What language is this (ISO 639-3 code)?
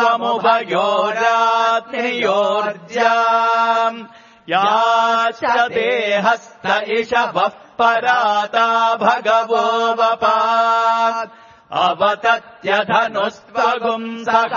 san